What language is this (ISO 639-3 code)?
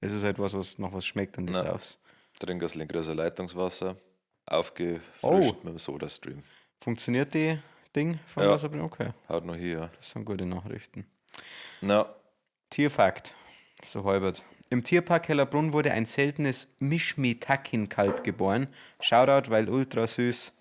bar